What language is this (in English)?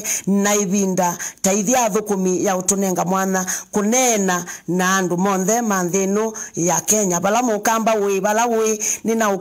Kamba